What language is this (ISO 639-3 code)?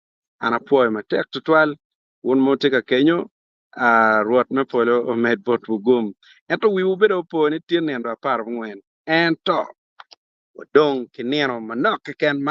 ach